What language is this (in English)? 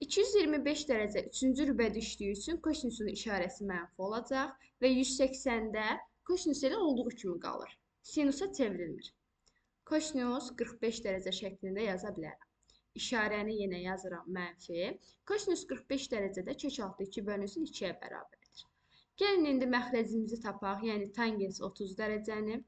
Azerbaijani